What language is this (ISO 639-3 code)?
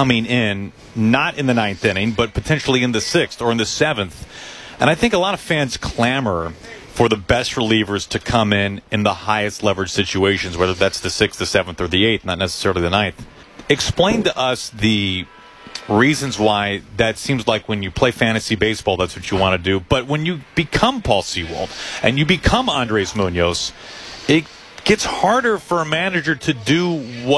eng